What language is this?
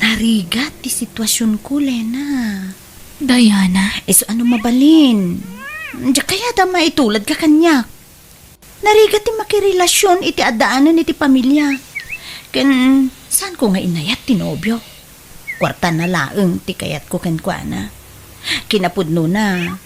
Iloko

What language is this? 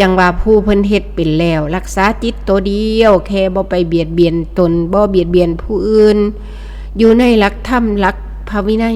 Northeastern Thai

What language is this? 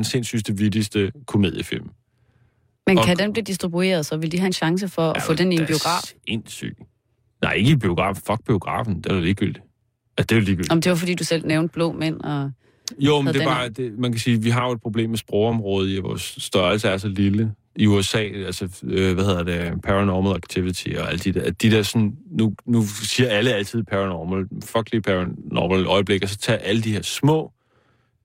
Danish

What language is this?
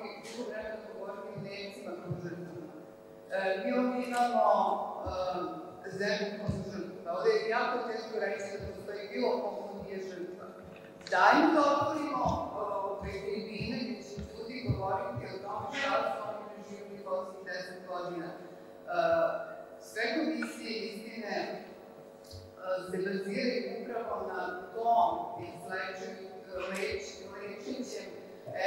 Serbian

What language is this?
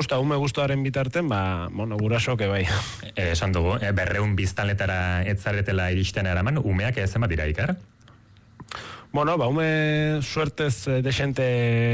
Basque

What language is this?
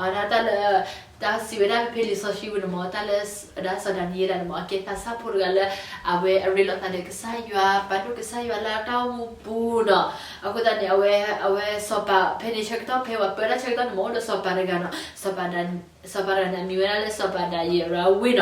S'gaw Karen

